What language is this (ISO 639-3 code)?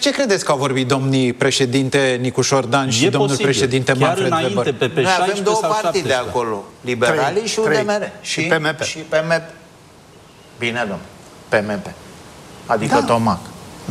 ron